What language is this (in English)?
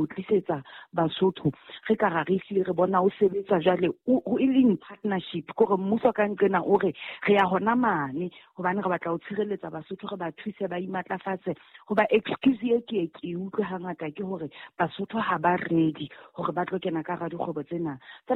Southern Sotho